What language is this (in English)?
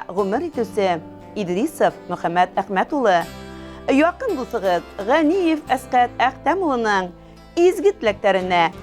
Bashkir